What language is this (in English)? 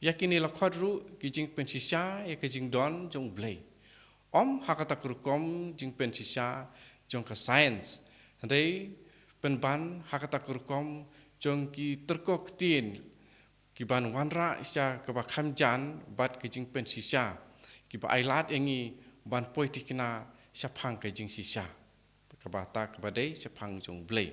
Khasi